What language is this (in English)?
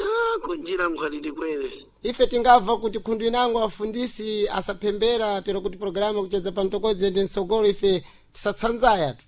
Sena